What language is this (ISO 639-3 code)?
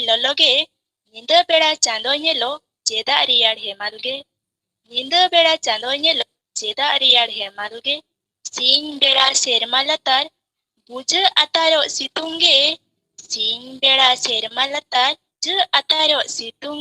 sat